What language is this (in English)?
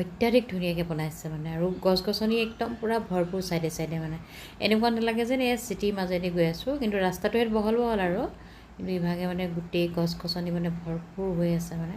Assamese